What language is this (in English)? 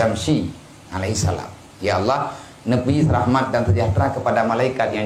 Achinese